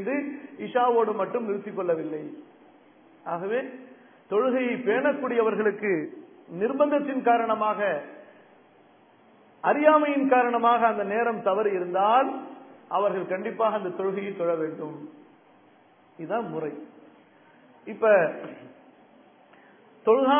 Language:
Tamil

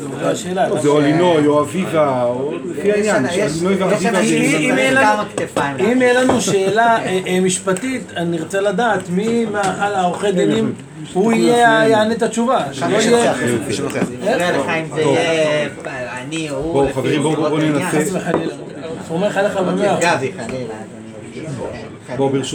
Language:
Hebrew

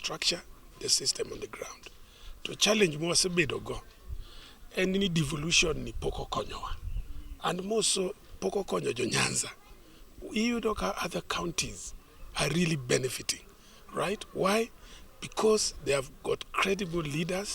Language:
Luo (Kenya and Tanzania)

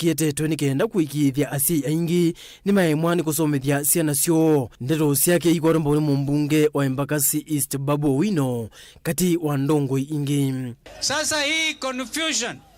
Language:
Kamba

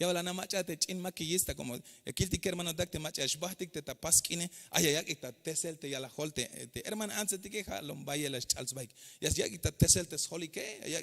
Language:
Tzeltal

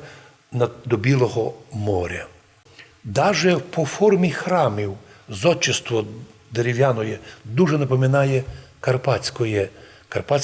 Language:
Rusyn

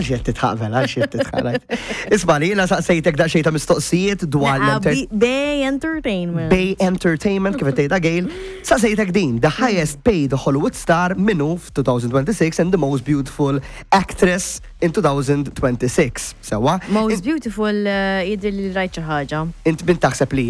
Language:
Maltese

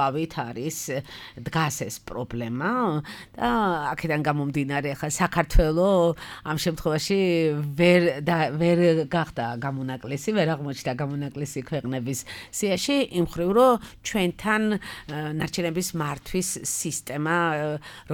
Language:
Georgian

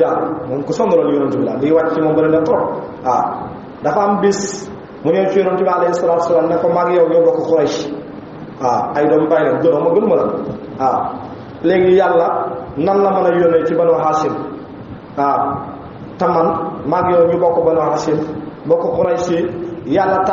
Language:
Wolof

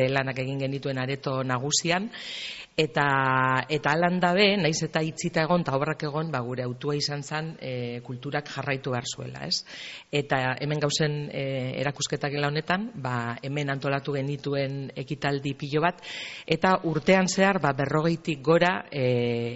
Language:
Basque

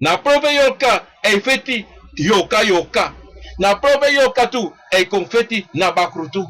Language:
Sranan Tongo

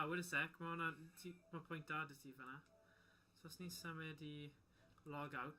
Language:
Welsh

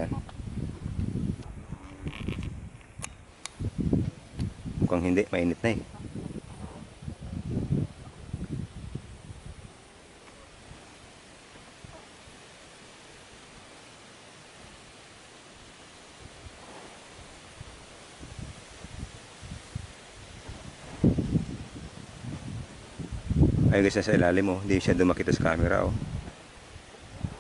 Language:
Filipino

